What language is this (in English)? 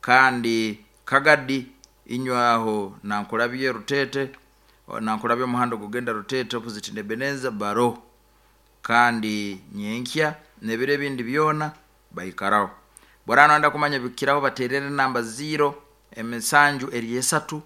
Nyoro